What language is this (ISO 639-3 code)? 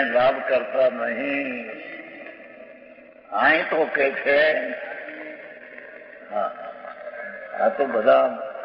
guj